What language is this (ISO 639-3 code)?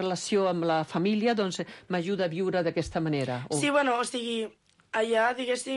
cat